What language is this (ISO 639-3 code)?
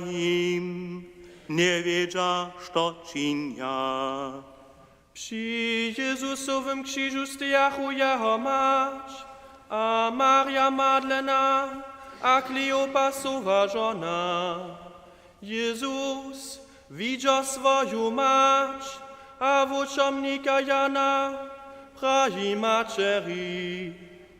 hsb